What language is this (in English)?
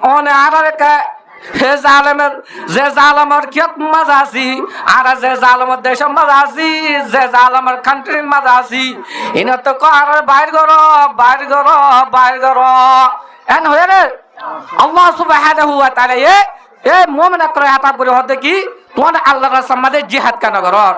Rohingya